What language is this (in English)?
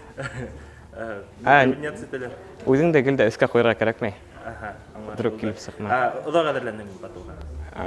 Bashkir